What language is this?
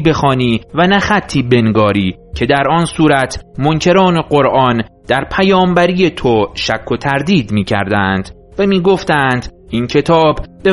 Persian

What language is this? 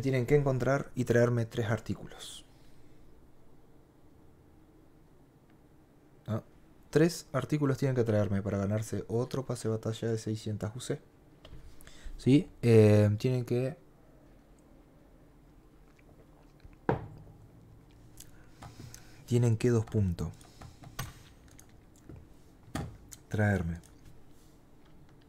Spanish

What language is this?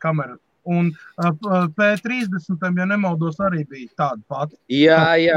Latvian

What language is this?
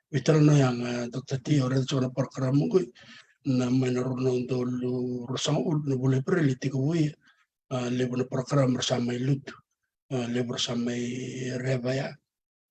Fijian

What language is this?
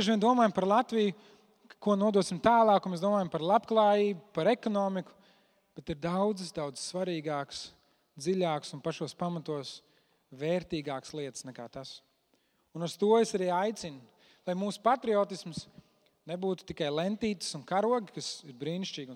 Latvian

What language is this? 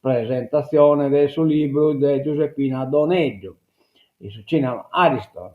Sardinian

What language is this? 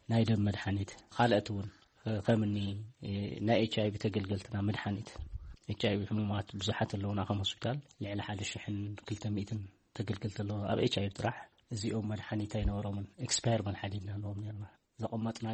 Tigrinya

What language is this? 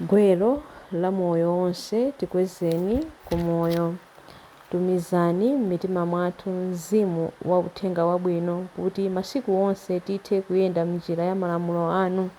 Nyanja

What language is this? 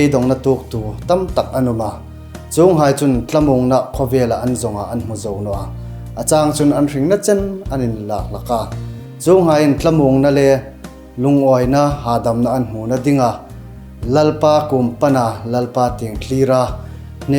Hmar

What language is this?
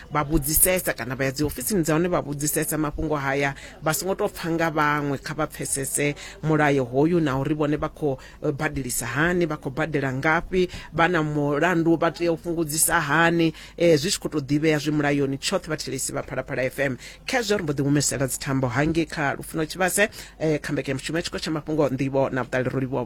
Venda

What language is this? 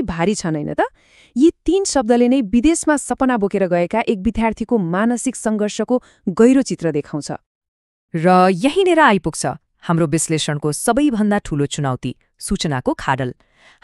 Nepali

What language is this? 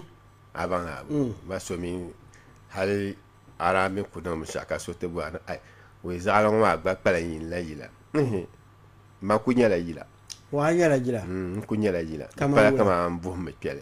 Dagbani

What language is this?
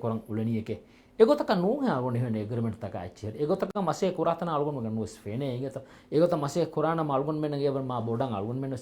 Divehi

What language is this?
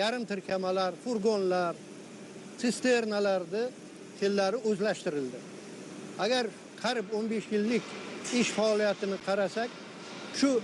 Uzbek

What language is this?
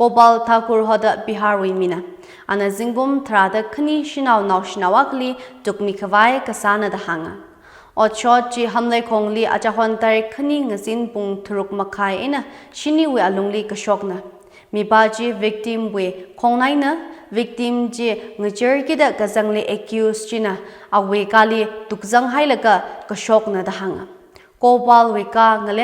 Tangkhul Naga (India)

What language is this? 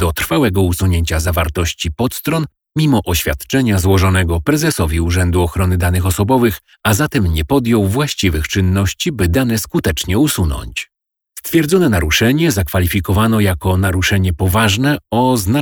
Polish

